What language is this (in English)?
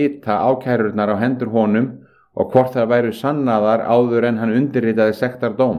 Icelandic